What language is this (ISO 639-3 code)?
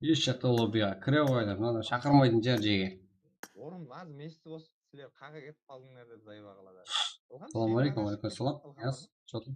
kaa